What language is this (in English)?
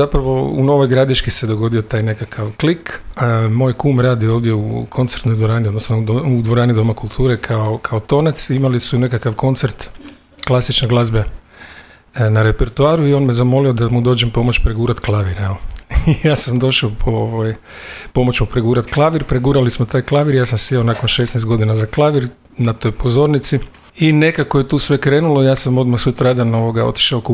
Croatian